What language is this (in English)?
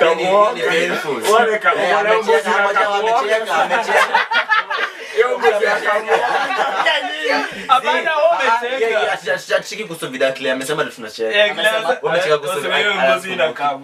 Swahili